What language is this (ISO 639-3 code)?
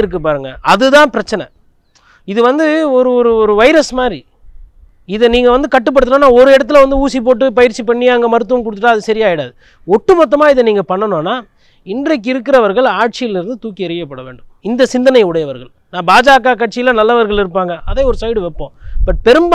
tam